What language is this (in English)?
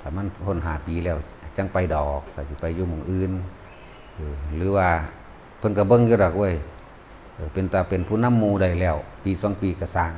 Lao